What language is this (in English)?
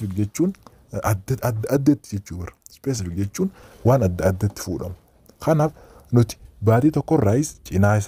Oromo